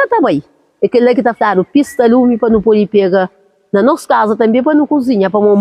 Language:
Kabuverdianu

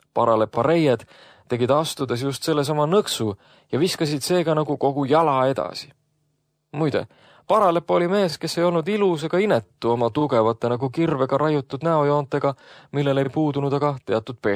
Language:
Estonian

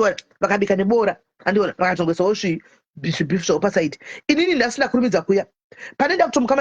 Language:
Shona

